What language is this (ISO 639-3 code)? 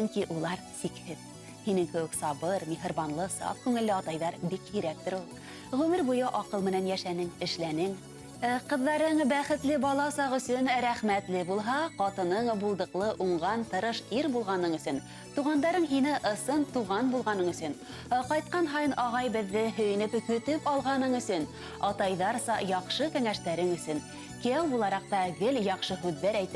bak